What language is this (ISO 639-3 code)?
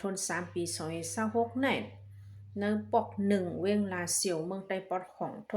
shn